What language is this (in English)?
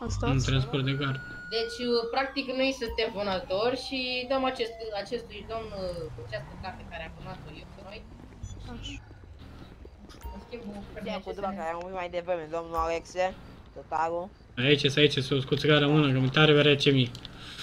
Romanian